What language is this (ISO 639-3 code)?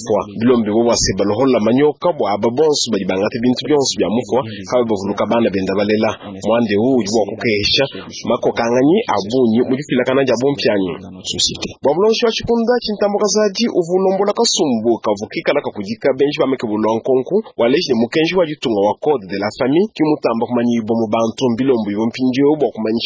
lua